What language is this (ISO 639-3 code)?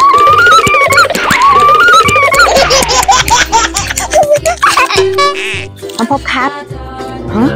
tha